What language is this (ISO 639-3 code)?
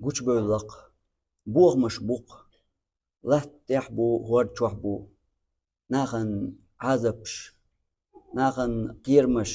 che